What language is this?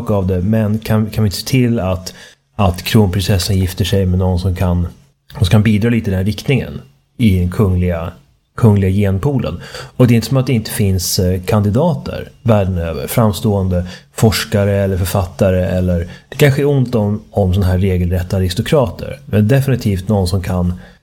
Swedish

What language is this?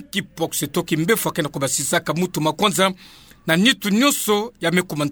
Kituba (Democratic Republic of Congo)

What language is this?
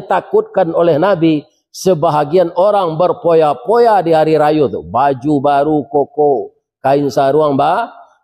Minangkabau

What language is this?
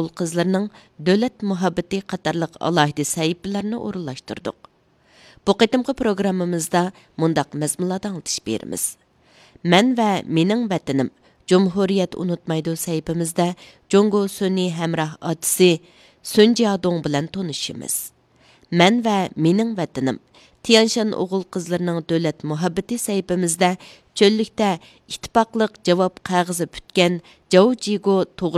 Uyghur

